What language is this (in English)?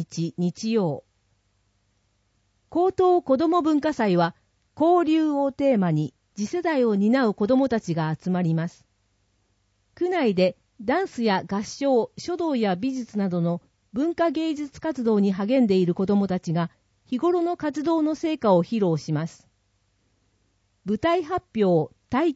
Japanese